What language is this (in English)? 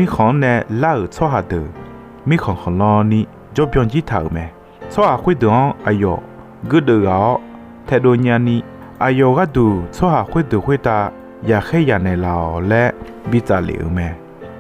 Akha